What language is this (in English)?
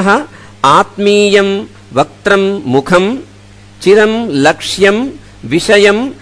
Sanskrit